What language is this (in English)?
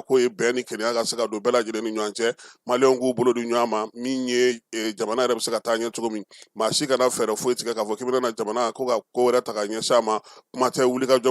Bambara